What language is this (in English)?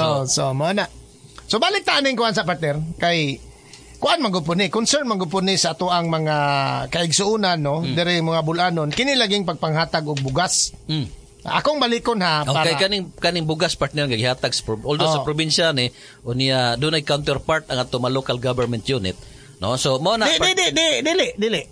Cebuano